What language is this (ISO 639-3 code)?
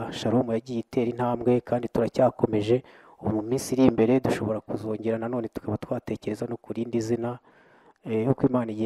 kin